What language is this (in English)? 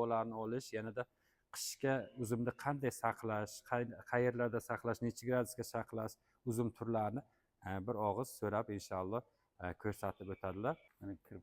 Uzbek